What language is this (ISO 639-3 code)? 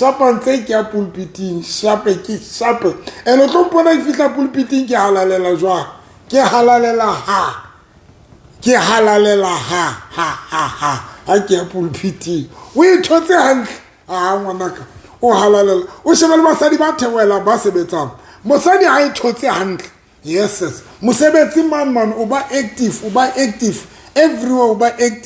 sot